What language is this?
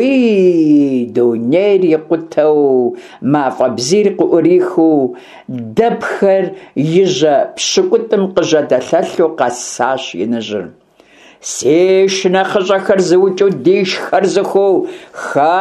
Kabardian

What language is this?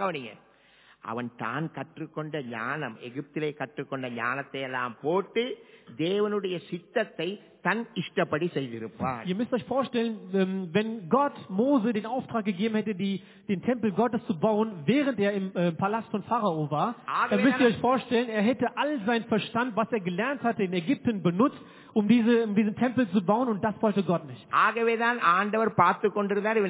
Tamil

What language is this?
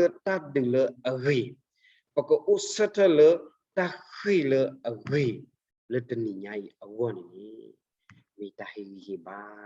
S'gaw Karen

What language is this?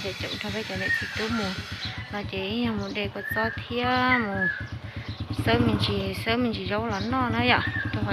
Hmong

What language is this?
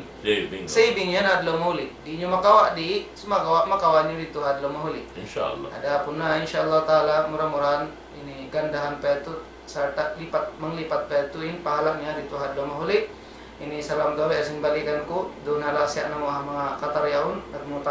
Tausug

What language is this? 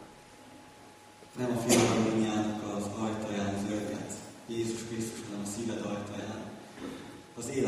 Hungarian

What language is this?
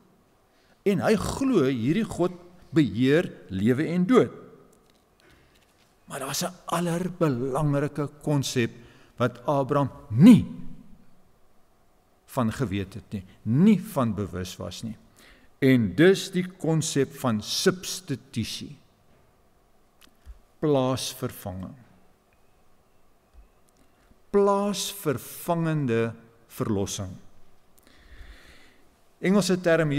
Afrikaans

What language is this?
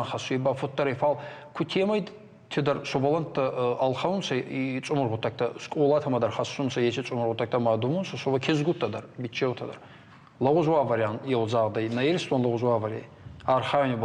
Ossetic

